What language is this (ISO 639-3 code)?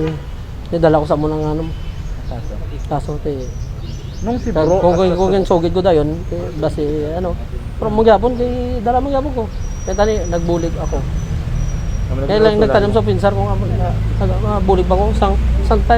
hil